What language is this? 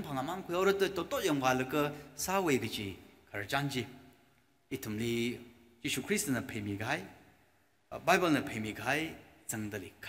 Tangkhul Naga (India)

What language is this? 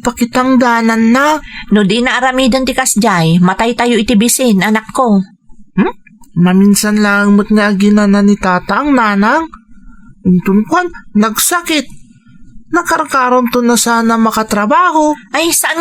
Iloko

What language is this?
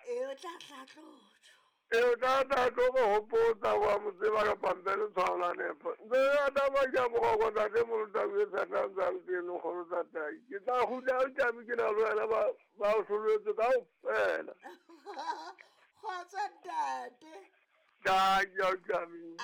Southern Sotho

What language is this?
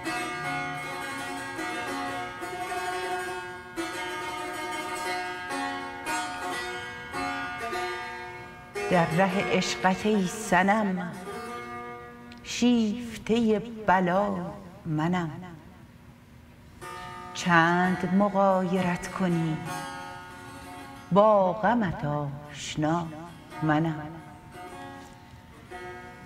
Persian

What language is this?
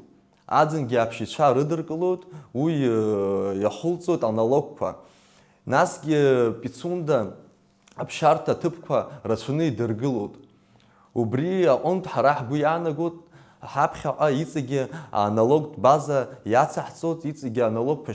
Abkhazian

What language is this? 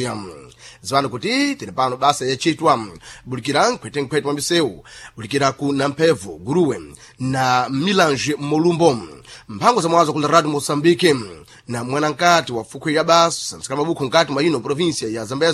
Sena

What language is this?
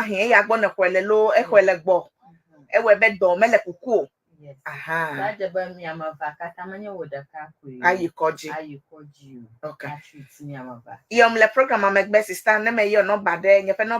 Ewe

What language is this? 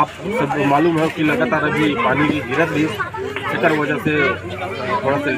Chhattisgarhi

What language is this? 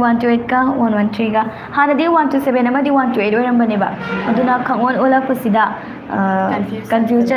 Manipuri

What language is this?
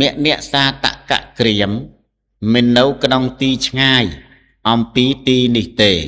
Khmer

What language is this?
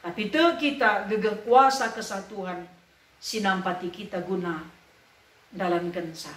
Batak Karo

